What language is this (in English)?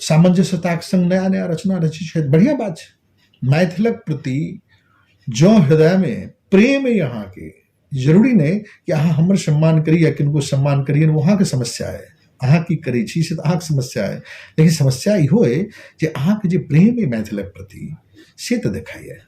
Maithili